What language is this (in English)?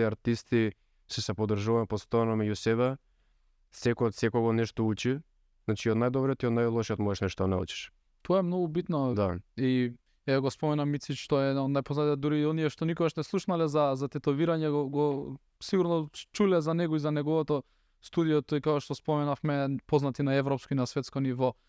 Macedonian